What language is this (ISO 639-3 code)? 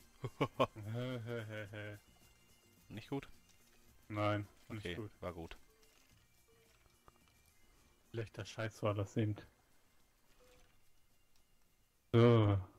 deu